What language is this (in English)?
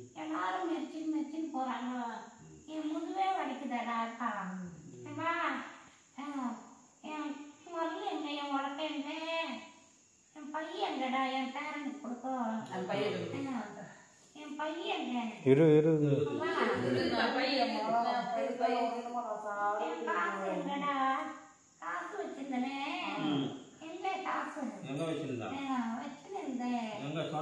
Tamil